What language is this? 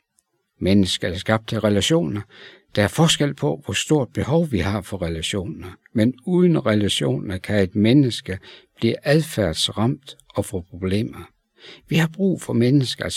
Danish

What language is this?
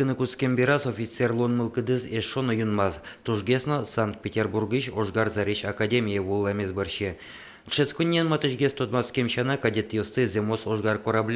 Udmurt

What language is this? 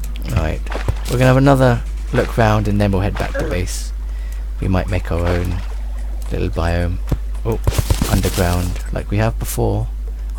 English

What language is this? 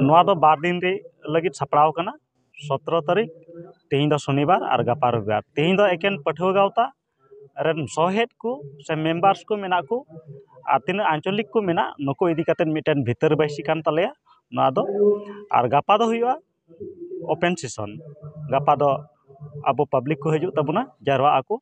Santali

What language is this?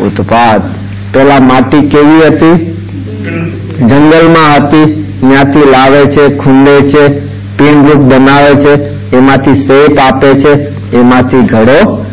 Gujarati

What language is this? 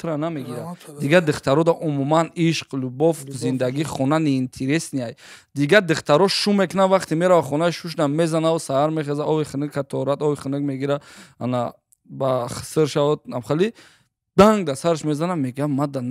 Tajik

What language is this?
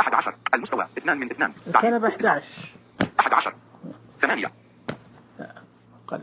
Najdi Arabic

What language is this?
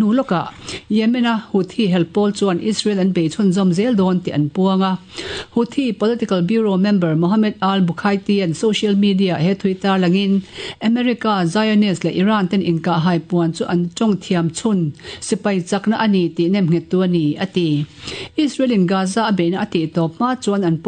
Mizo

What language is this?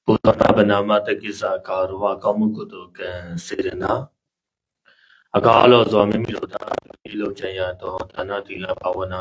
Burmese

